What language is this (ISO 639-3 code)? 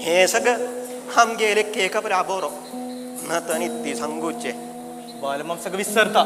kok